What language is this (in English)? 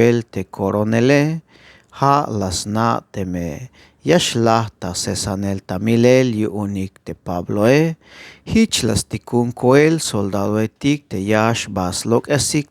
Tzeltal